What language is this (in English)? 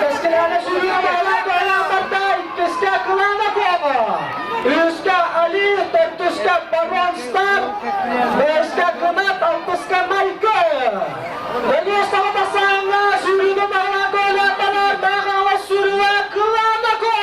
Yakut